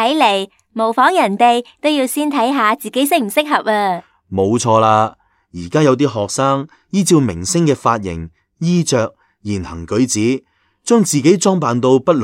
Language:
Cantonese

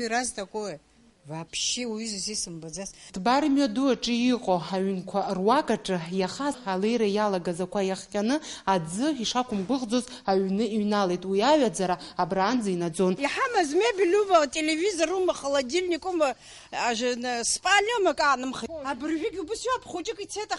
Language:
Abkhazian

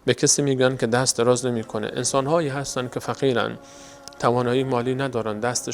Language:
Persian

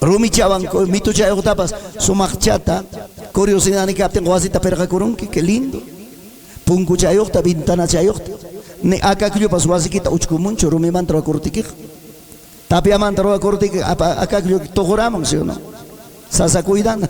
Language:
Ayacucho Quechua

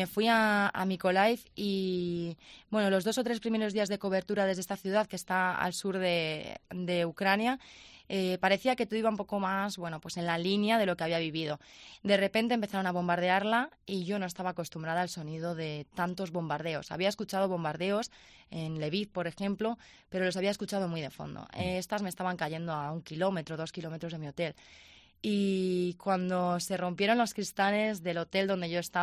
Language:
Spanish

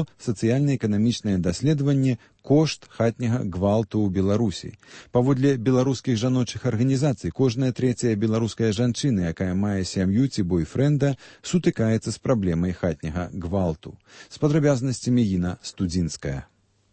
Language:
Belarusian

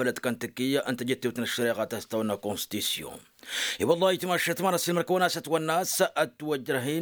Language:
Tamasheq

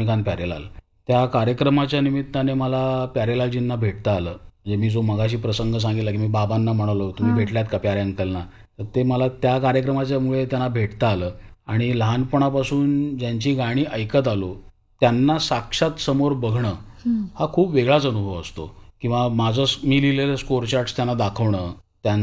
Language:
Marathi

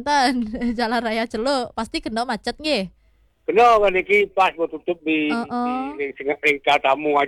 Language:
Balinese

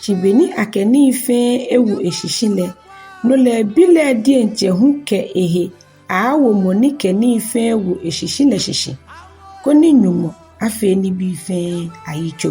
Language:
Ga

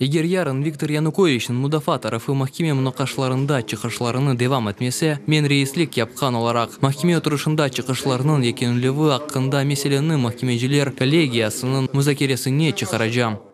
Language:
Crimean Tatar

